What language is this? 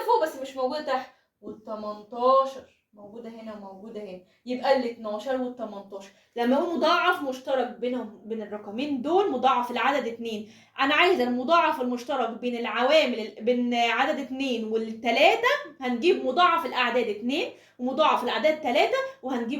Egyptian Arabic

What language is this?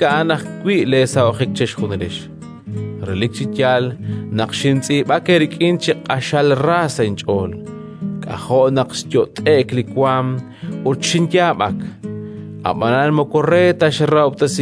Kekchí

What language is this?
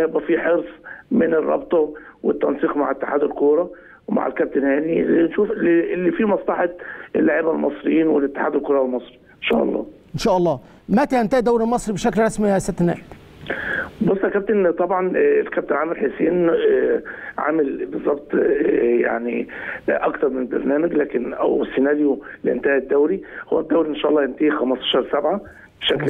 Egyptian Arabic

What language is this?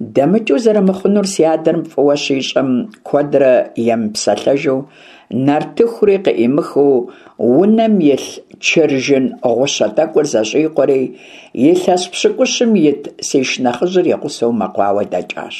Kabardian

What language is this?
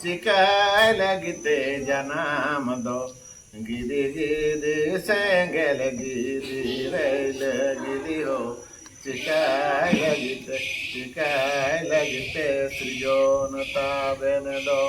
Santali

